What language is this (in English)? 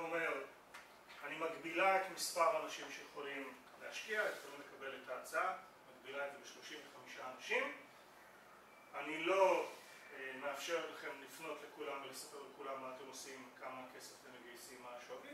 Hebrew